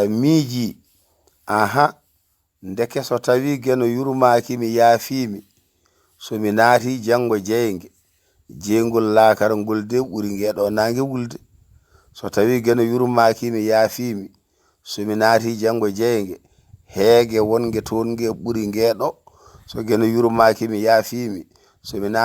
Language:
Fula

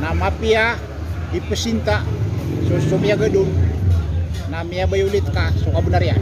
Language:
Maranao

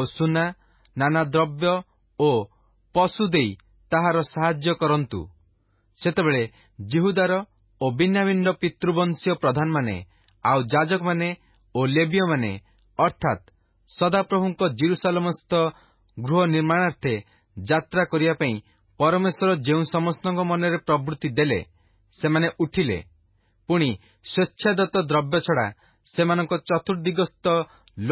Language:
Odia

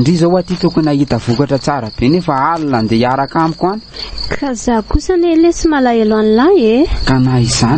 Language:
Malagasy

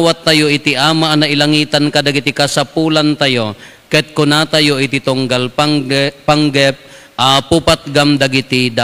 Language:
Iloko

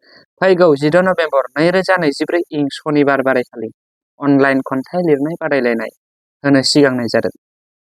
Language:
Bodo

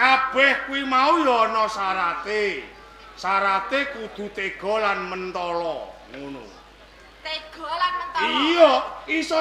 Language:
Javanese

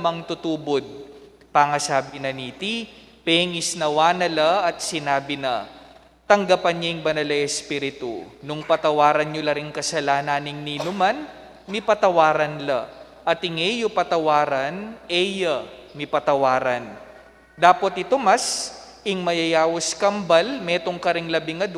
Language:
Pampanga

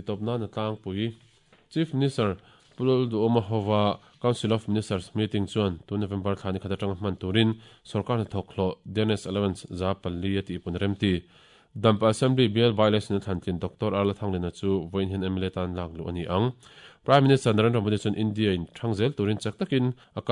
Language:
Mizo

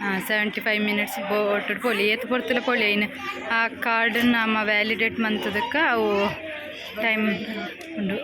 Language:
Tulu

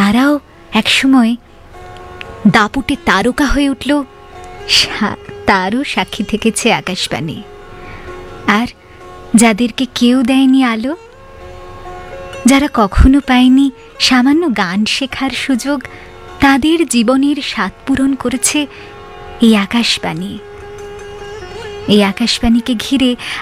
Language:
Bangla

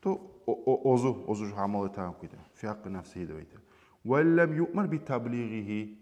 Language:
Kumyk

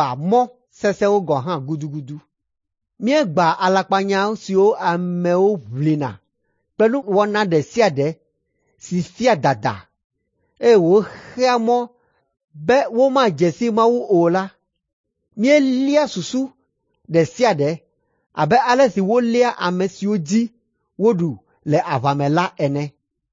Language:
Ewe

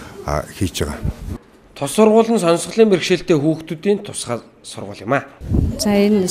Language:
Mongolian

